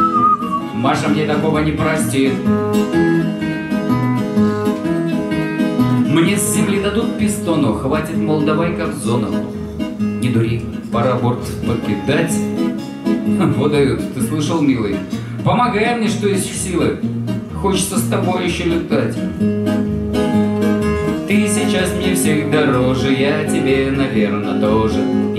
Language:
Russian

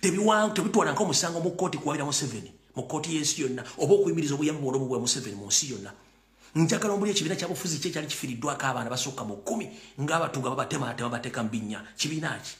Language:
Ganda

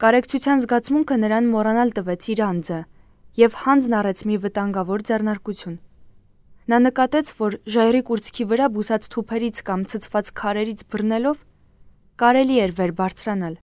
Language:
Armenian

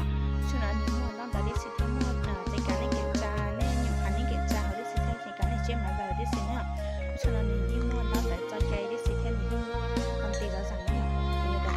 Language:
Hmong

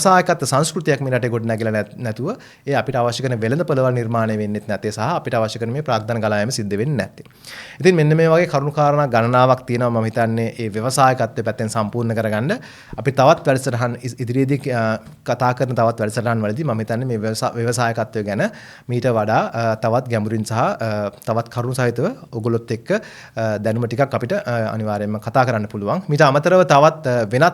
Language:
Sinhala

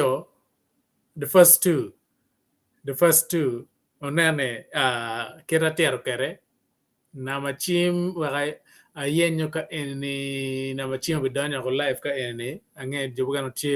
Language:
Acoli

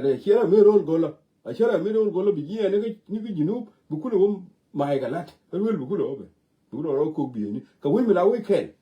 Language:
Nuer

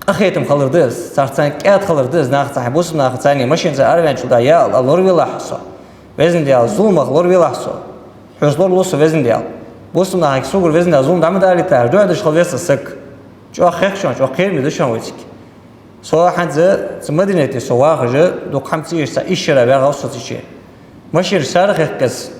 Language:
Ingush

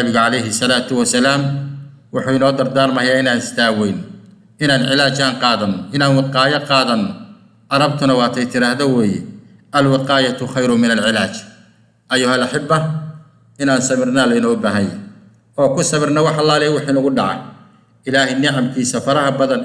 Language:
Somali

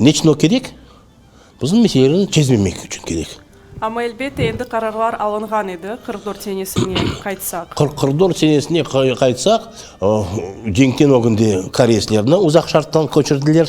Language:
Crimean Tatar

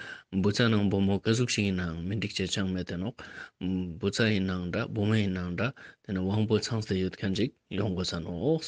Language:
Ladakhi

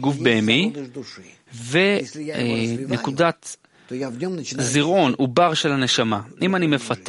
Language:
Hebrew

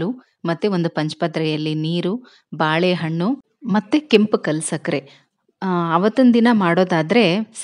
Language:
Kannada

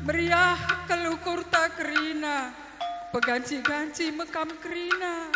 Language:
Batak Karo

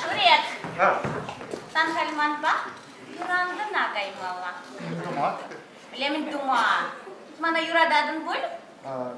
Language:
Chuvash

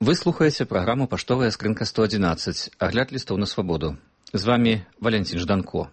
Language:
Belarusian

